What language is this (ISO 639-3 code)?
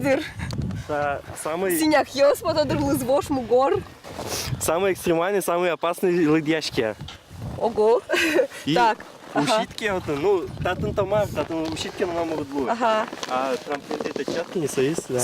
udm